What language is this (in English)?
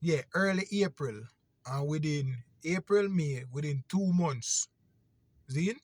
Jamaican Creole English